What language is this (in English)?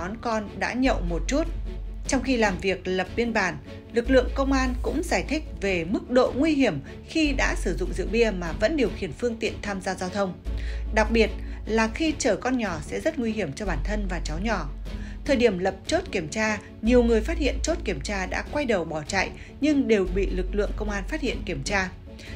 Vietnamese